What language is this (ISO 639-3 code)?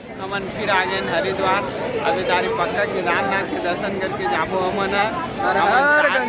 hne